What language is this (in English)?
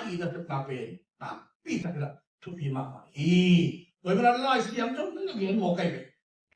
Tedim Chin